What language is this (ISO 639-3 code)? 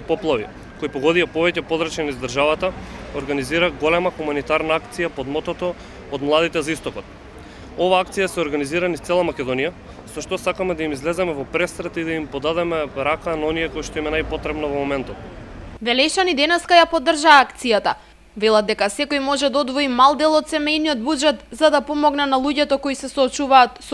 mkd